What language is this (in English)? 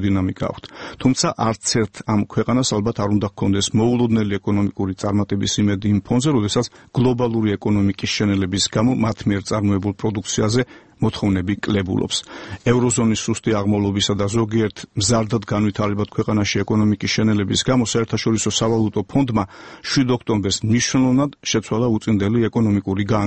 Georgian